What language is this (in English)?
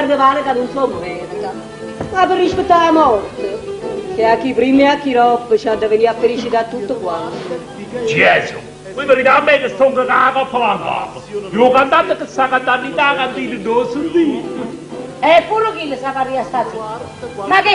Neapolitan